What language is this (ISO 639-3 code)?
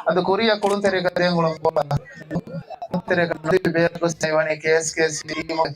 div